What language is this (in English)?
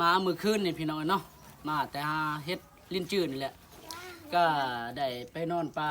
Lao